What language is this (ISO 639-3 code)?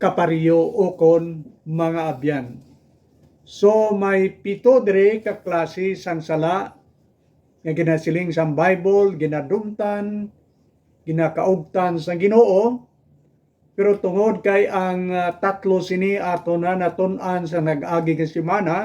hil